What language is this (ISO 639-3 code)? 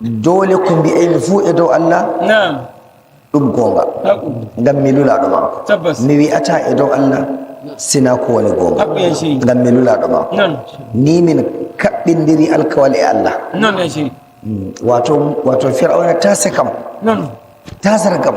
fuv